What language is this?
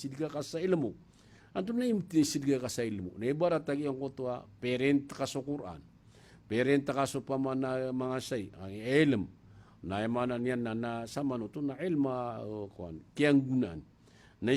Maranao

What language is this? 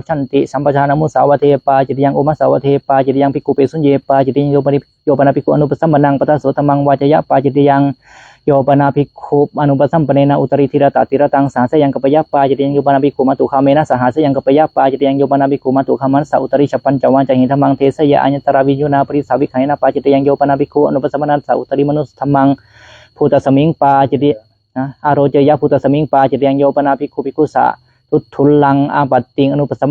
Pali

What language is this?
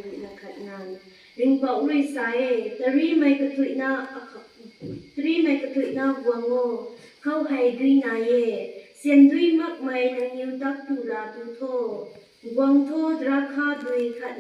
Rongmei Naga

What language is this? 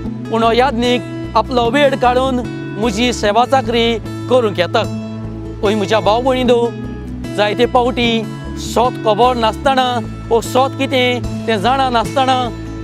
Konkani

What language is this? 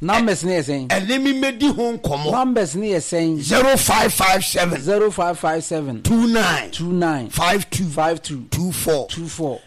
Akan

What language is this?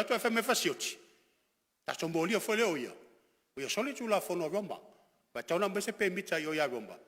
Samoan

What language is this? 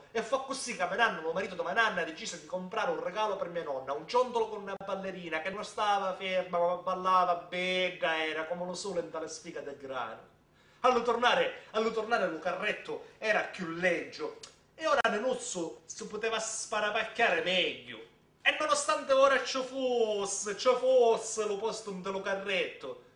Sicilian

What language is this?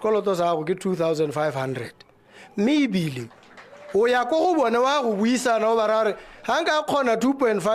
Tswana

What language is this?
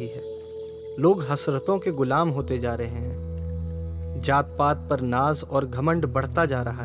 Hindi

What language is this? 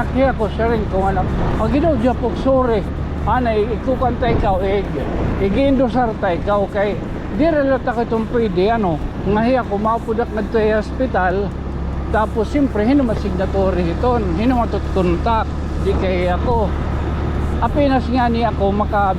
Waray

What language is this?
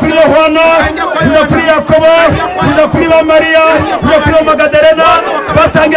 Kinyarwanda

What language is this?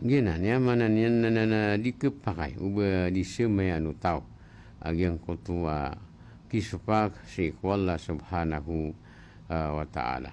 Maranao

